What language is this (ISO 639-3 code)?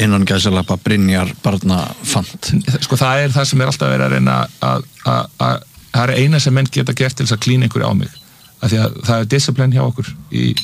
isl